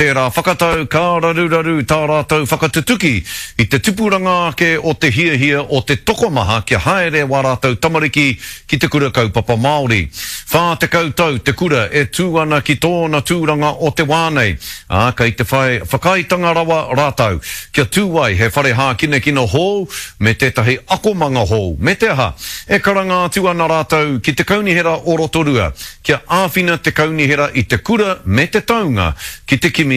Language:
Māori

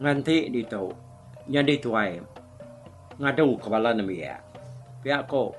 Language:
Iban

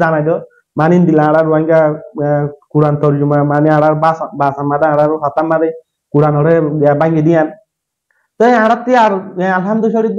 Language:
Rohingya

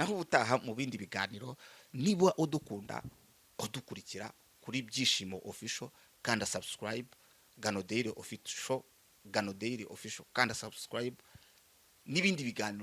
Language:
Kinyarwanda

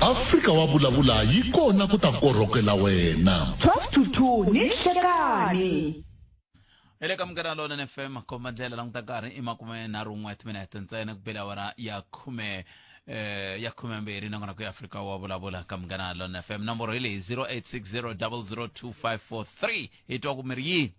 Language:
Tsonga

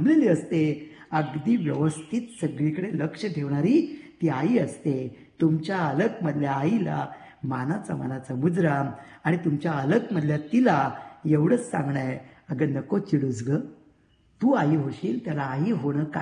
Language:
Marathi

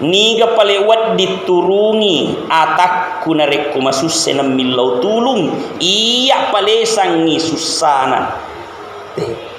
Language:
Buginese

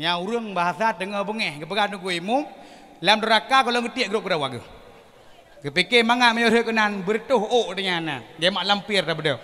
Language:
Achinese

